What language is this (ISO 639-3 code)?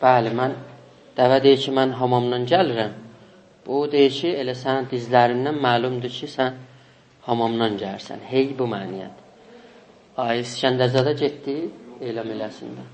azb